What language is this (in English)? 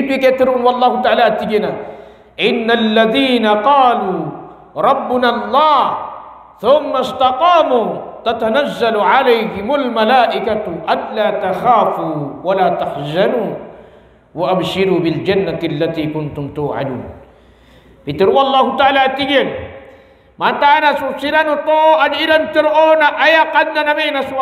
Maranao